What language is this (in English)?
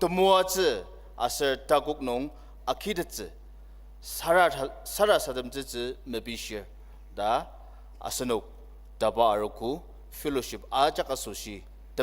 Ao Naga